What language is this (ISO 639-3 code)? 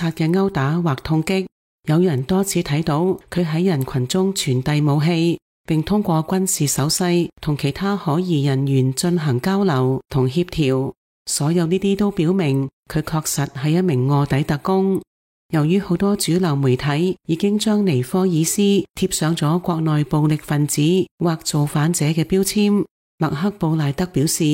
yue